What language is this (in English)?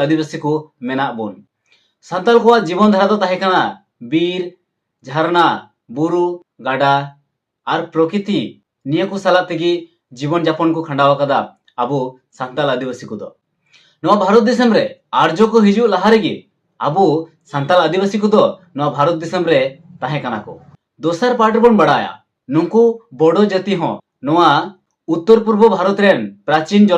Santali